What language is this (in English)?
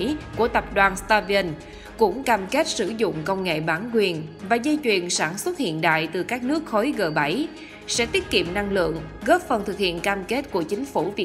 Vietnamese